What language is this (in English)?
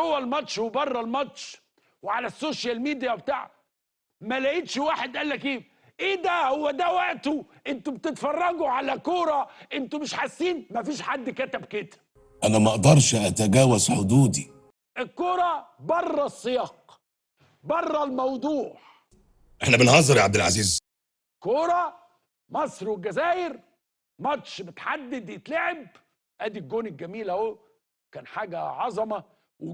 Egyptian Arabic